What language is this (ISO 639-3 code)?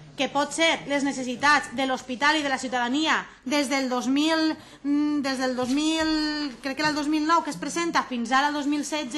cat